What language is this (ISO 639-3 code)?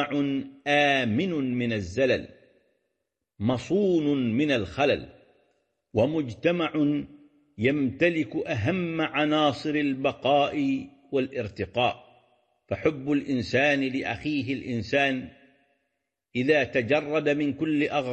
ara